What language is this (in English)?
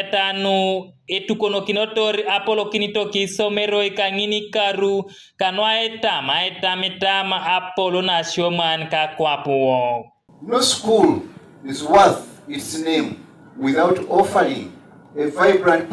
Teso